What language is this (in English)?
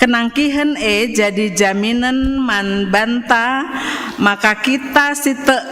Batak Karo